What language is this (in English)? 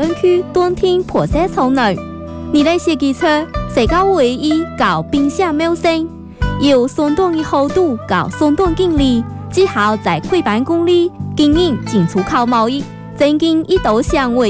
Chinese